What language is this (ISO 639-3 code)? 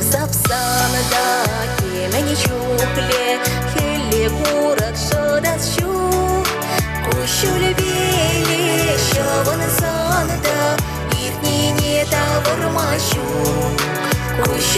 chv